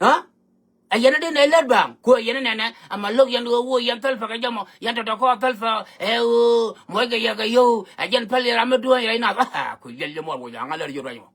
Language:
Nuer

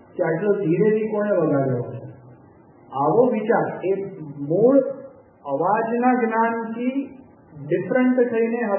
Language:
Gujarati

